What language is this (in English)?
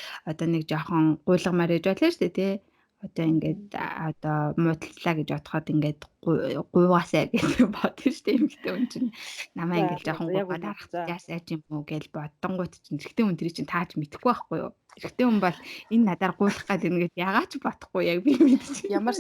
Mongolian